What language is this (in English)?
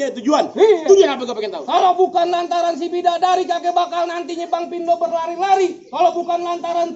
Betawi